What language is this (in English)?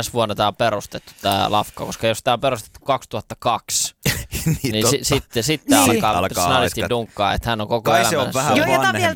Finnish